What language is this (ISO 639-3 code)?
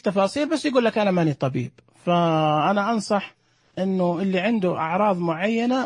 ars